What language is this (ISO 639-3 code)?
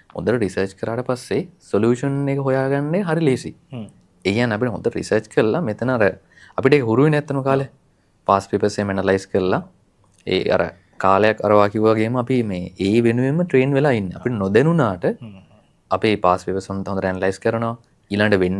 sin